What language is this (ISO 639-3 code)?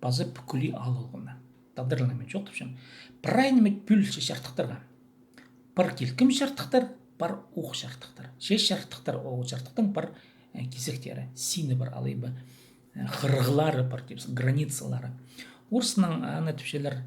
kjh